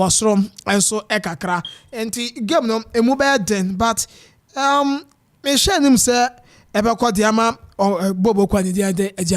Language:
Akan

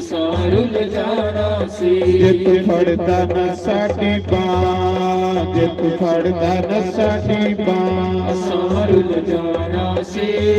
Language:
Dogri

